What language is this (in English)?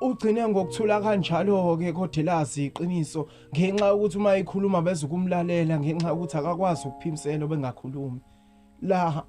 Zulu